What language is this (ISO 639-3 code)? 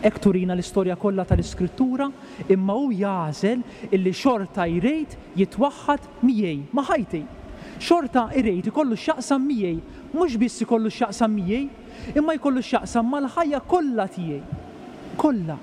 mlt